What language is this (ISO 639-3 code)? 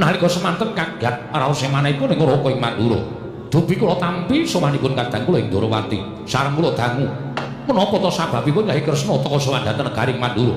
jav